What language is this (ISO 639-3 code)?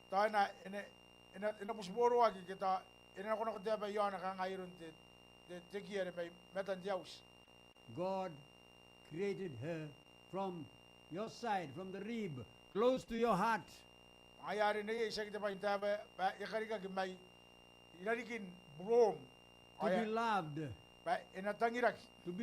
gil